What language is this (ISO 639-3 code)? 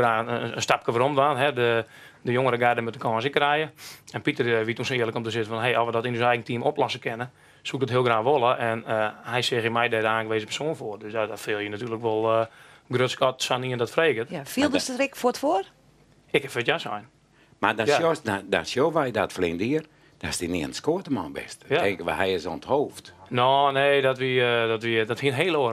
fry